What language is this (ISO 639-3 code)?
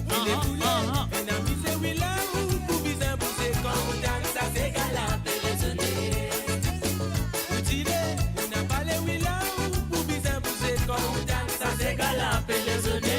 mfe